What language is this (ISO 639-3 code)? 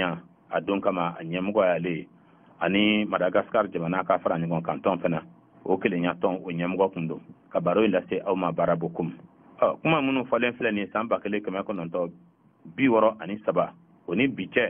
bam